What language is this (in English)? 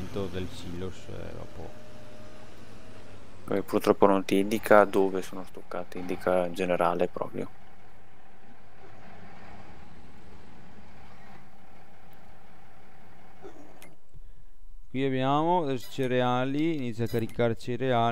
Italian